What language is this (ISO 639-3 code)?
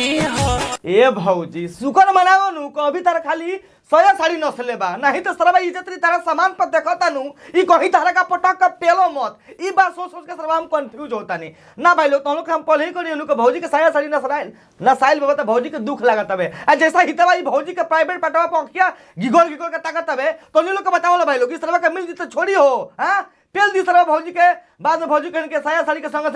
bho